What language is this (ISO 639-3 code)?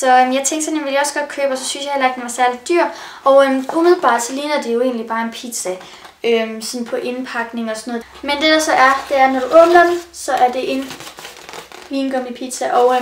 dan